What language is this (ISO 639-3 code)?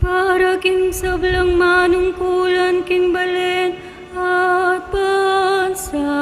pam